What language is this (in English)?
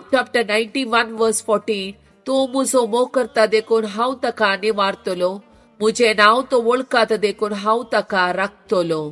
Konkani